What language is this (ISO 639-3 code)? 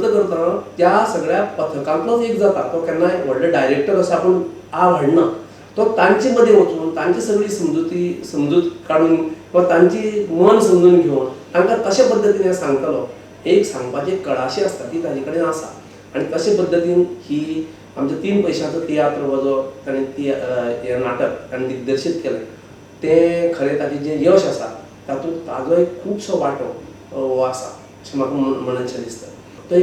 kok